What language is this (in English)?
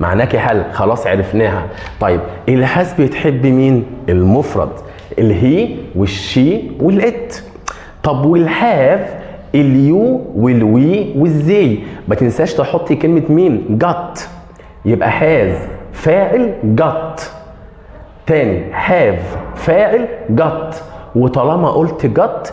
Egyptian Arabic